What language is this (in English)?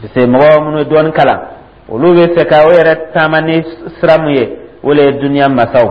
Dyula